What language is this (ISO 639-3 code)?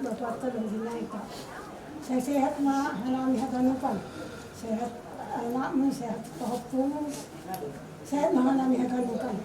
bts